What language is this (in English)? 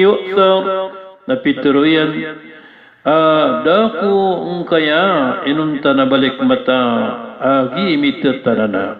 Maranao